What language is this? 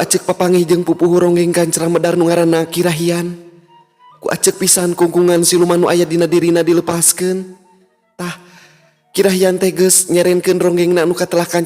Sundanese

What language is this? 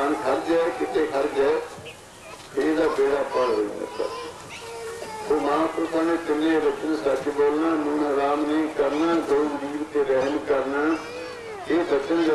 Punjabi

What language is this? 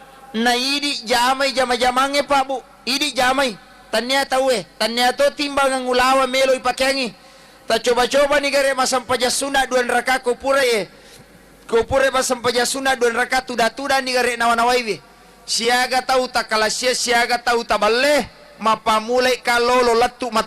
Buginese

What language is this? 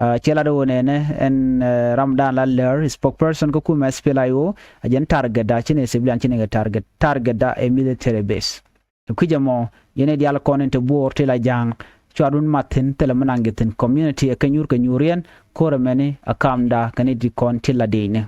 Nuer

